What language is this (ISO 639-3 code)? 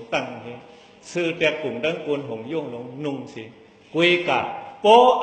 shn